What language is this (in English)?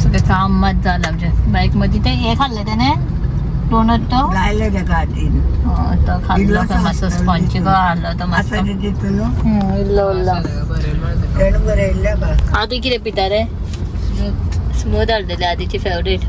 Konkani